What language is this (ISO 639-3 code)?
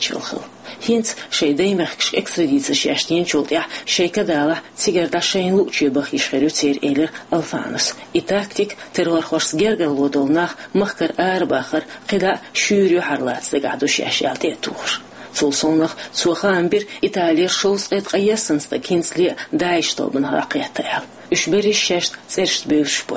che